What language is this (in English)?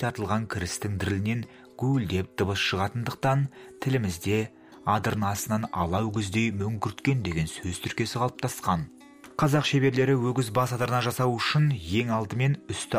Kazakh